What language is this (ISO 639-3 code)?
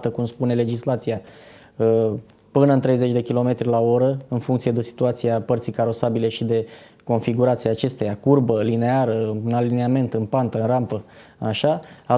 ron